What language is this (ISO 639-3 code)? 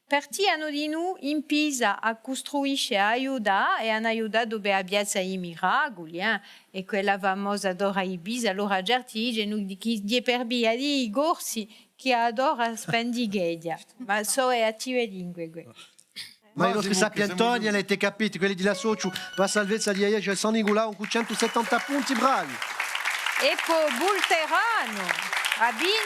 cos